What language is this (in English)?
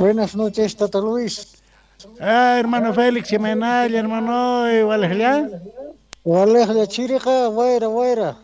Quechua